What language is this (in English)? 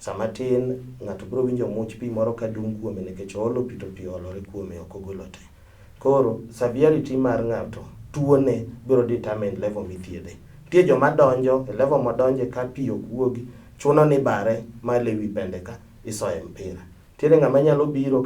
Luo (Kenya and Tanzania)